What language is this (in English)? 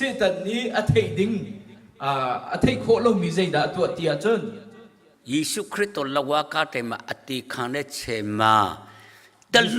Hakha Chin